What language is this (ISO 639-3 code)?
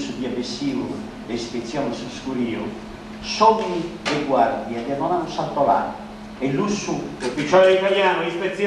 srd